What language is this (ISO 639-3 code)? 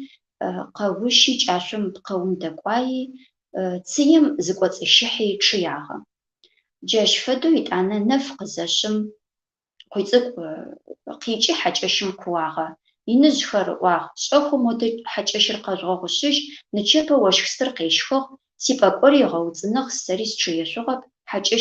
ady